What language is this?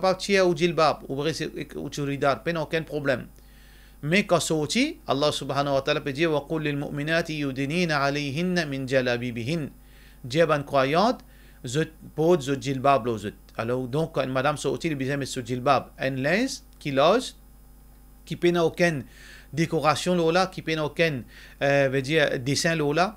Morisyen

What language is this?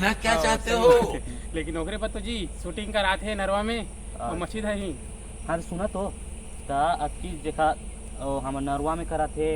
Chhattisgarhi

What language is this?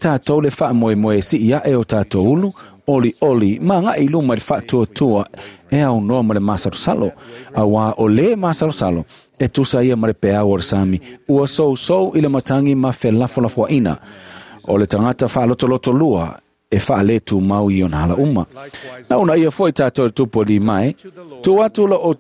Samoan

